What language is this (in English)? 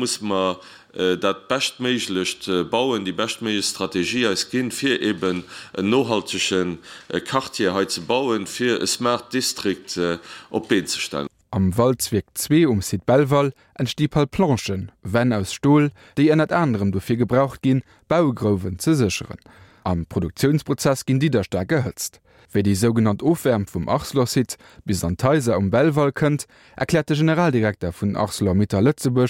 Luxembourgish